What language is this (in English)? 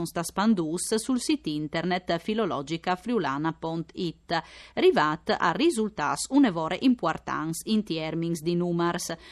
Friulian